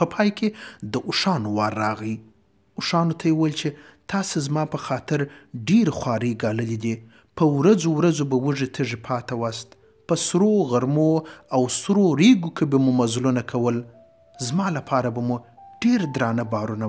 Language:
Pashto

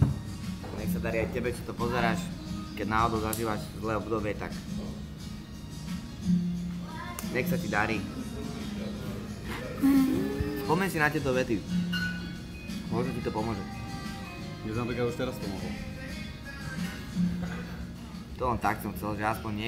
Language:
Slovak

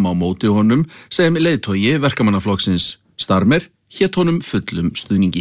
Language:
Icelandic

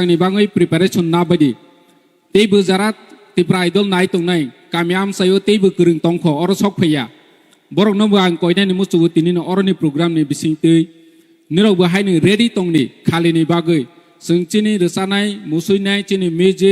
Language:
Kok Borok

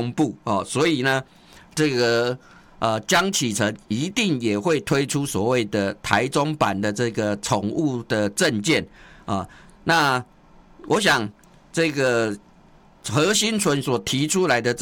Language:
Chinese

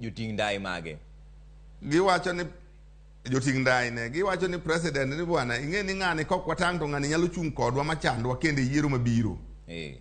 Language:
Luo (Kenya and Tanzania)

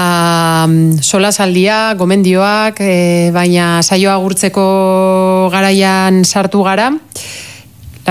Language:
Basque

